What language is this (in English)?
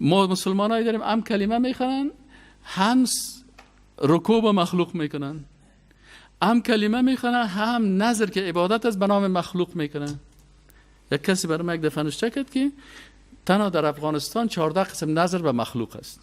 Persian